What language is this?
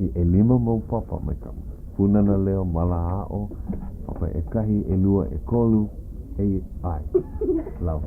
Hawaiian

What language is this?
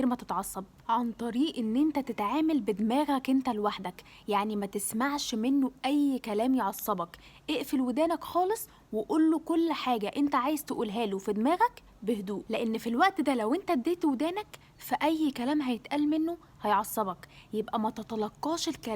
Egyptian Arabic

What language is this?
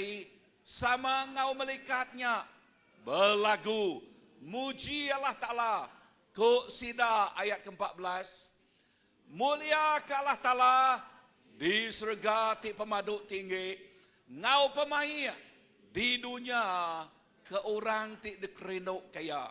Iban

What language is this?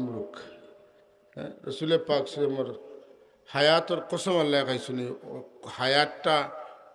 Sylheti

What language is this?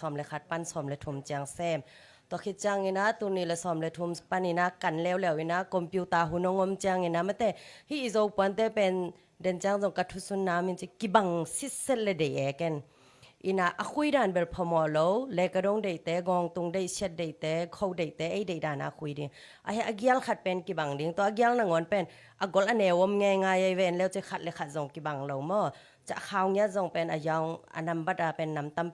Tedim Chin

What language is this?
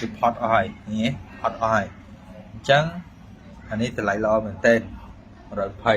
Khmer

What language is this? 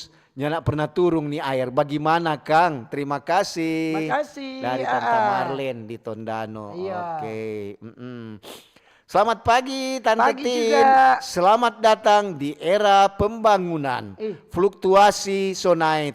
Manado Malay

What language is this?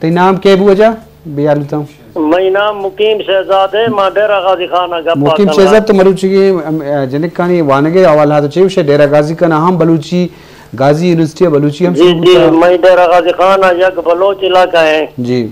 Eastern Balochi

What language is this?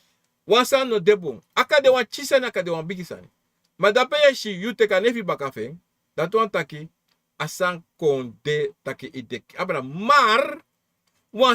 Sranan Tongo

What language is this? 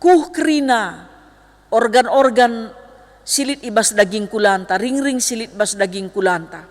Batak Karo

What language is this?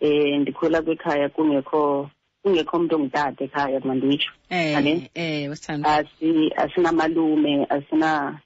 Xhosa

